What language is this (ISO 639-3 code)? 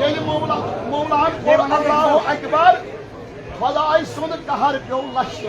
kas